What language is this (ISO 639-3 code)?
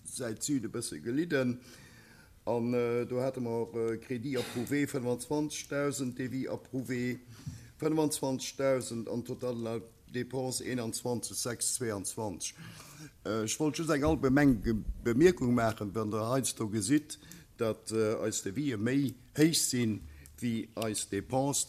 ltz